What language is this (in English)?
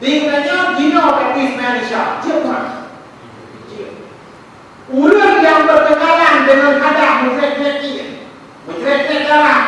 Achinese